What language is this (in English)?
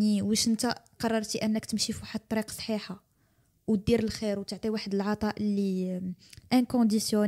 Moroccan Arabic